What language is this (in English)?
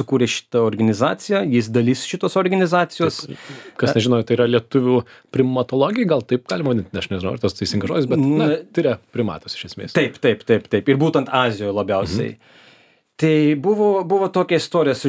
Lithuanian